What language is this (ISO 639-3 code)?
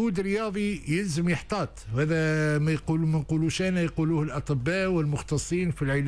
aeb